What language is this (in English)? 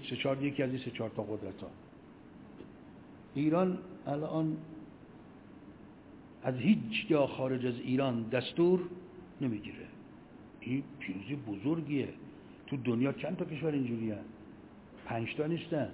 Persian